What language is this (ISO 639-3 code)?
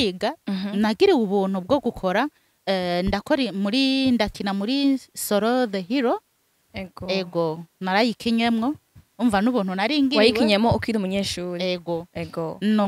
run